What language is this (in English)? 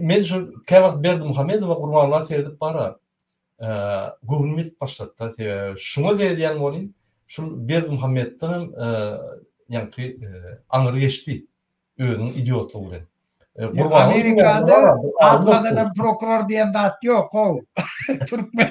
Turkmen